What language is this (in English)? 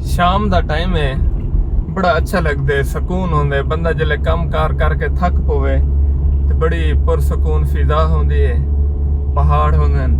Saraiki